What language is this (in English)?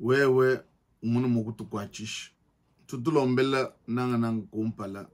Luba-Lulua